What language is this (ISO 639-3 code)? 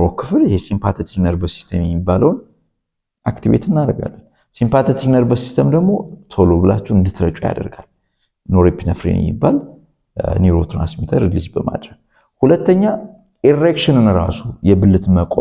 amh